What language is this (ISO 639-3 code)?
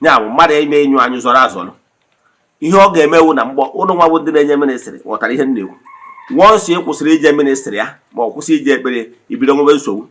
ibo